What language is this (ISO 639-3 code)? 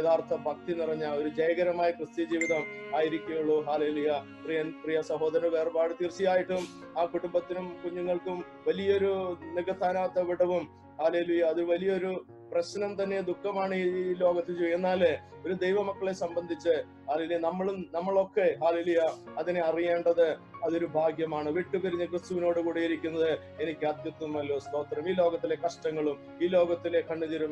mal